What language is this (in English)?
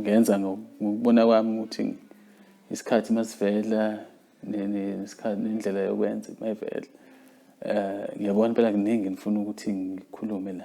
Zulu